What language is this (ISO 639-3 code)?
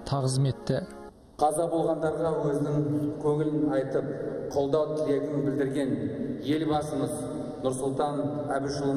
kaz